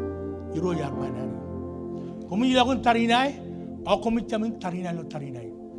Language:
Marshallese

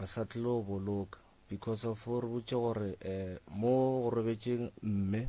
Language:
Northern Sotho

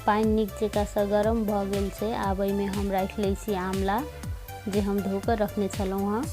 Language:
Maithili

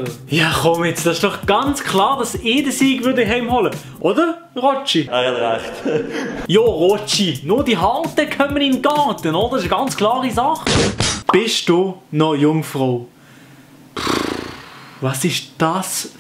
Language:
Swiss German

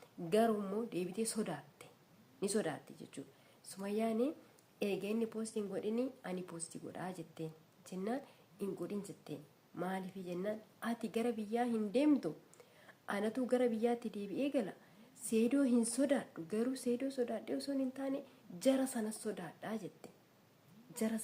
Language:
Oromo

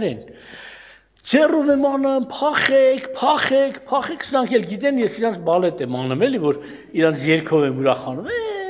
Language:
Armenian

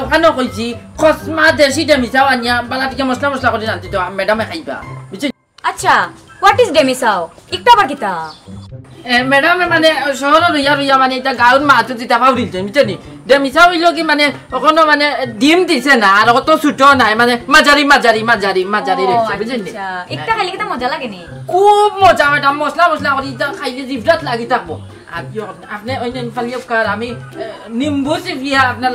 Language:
Sylheti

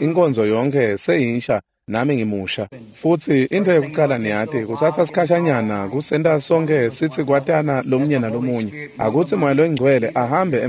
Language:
Swati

